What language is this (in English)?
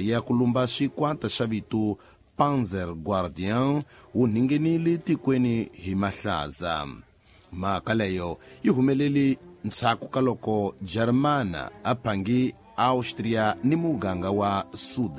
Tsonga